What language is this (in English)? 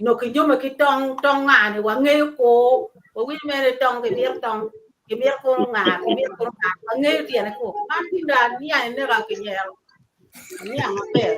Acoli